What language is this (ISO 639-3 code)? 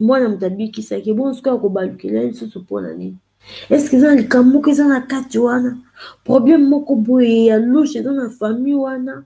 lin